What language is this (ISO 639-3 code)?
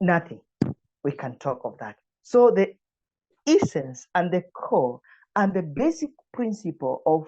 eng